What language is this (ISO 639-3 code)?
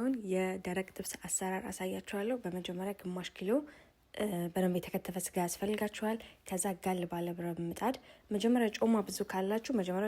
amh